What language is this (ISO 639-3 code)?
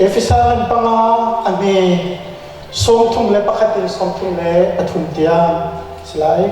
cnh